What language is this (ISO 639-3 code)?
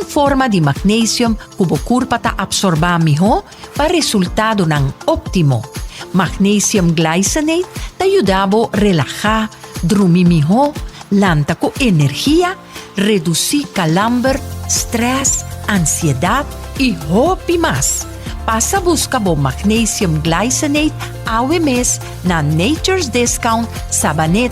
pap